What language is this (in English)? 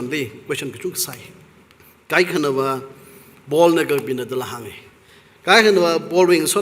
Tangkhul Naga (India)